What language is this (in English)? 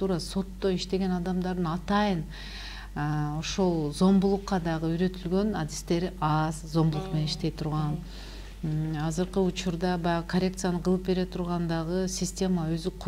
Kyrgyz